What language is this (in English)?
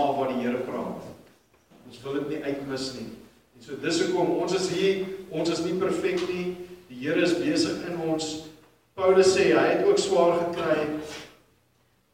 Afrikaans